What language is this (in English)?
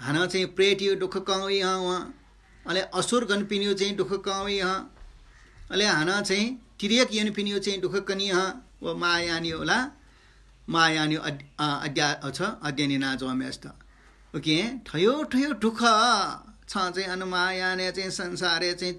Newari